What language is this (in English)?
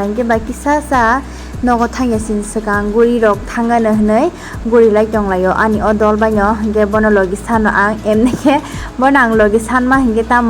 Kok Borok